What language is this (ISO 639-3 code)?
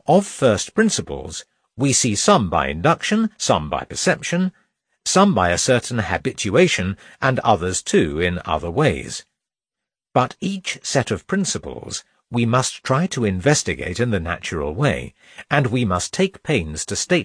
eng